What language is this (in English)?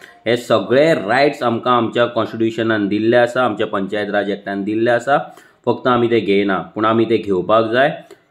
Konkani